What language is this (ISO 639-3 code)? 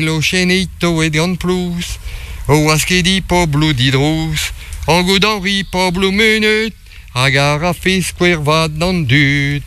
bre